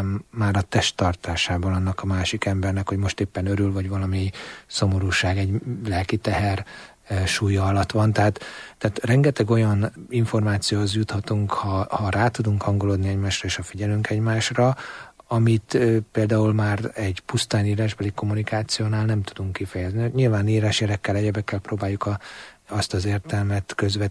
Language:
Hungarian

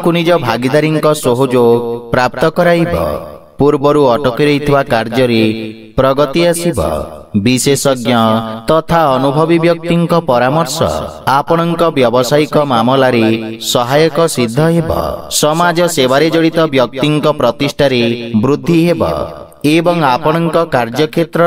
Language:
Odia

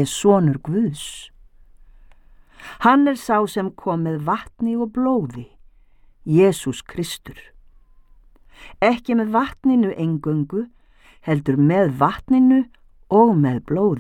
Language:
Icelandic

